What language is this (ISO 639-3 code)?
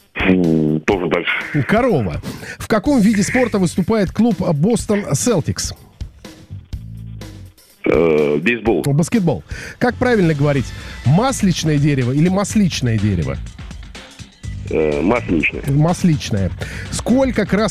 rus